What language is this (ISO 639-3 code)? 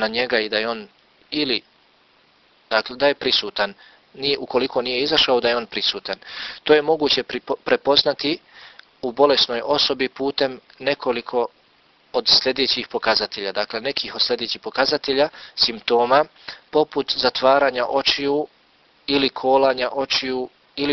bos